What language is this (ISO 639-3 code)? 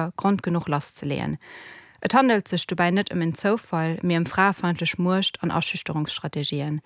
ltz